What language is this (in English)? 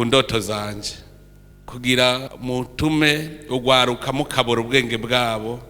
Rundi